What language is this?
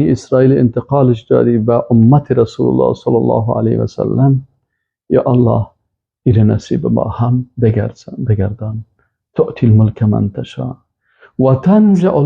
Persian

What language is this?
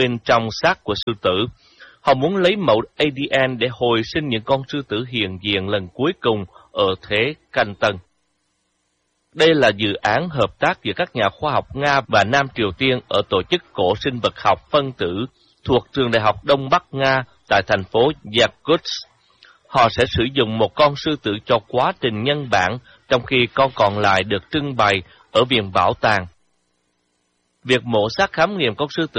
Vietnamese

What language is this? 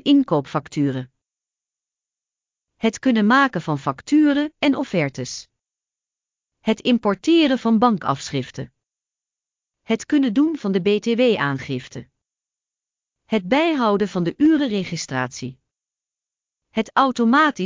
Dutch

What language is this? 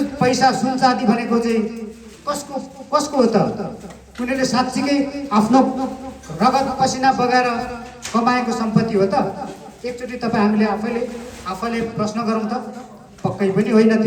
Nepali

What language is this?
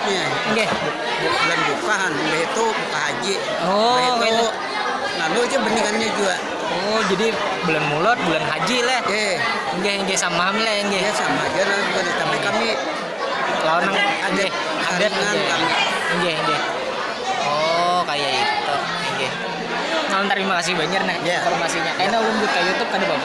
Banjar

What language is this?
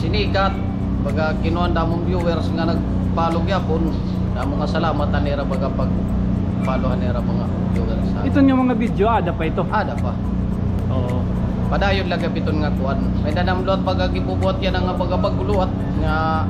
Waray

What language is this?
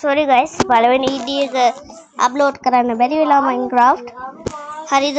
Sinhala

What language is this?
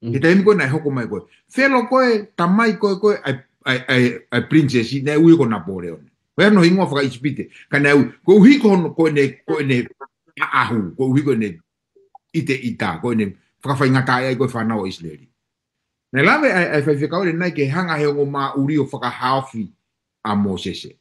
Tongan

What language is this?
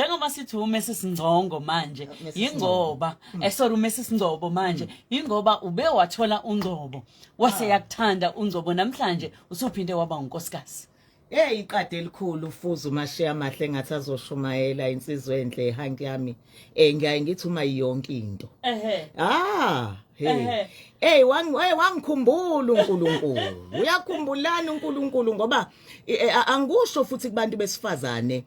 Zulu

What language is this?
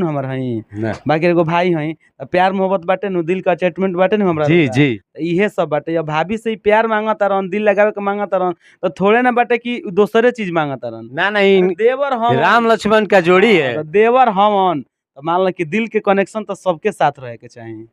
Bhojpuri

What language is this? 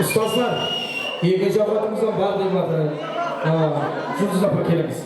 Kara-Kalpak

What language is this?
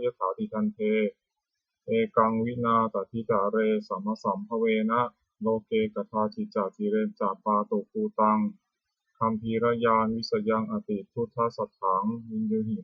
Pali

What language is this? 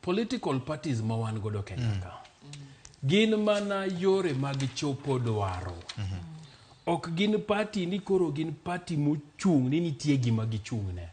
Luo (Kenya and Tanzania)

